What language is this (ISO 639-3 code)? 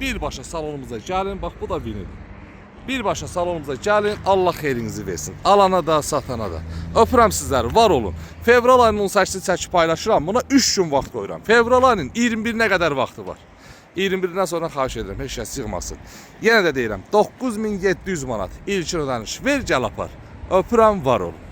aze